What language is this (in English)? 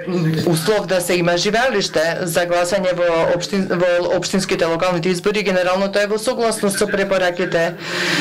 Macedonian